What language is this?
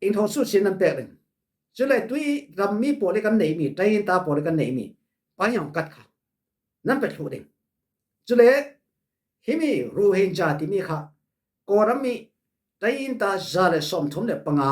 Falam Chin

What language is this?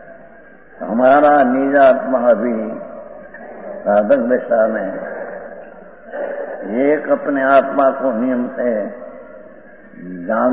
Hindi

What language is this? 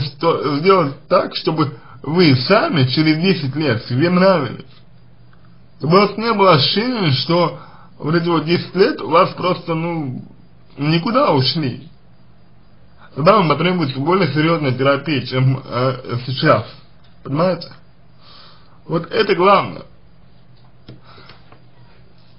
Russian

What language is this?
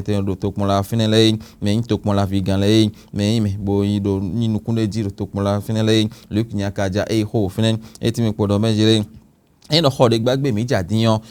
Fon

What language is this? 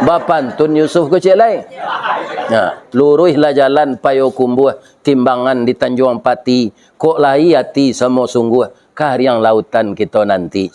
Minangkabau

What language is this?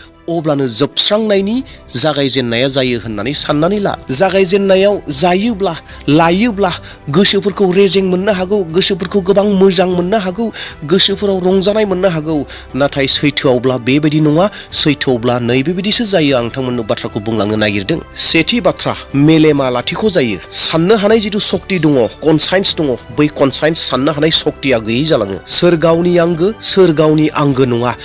Bodo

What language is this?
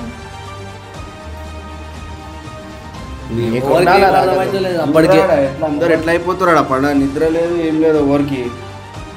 Telugu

